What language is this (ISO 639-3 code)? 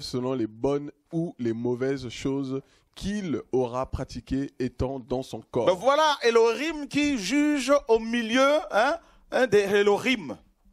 fra